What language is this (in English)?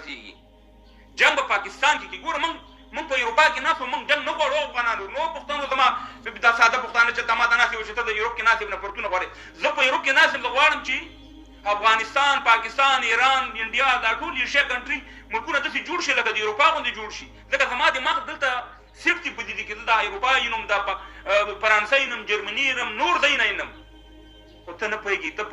Pashto